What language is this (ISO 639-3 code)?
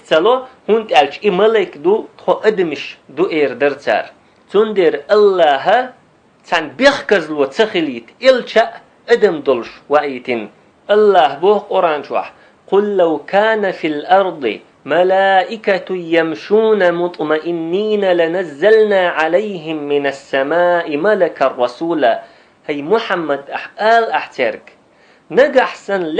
che